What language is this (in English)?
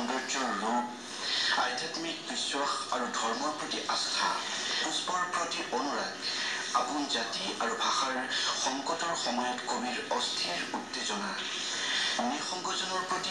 Assamese